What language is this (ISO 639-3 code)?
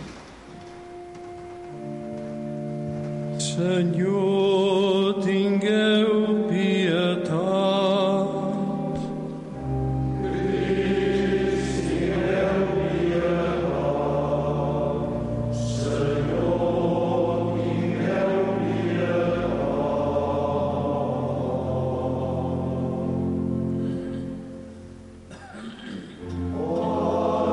cat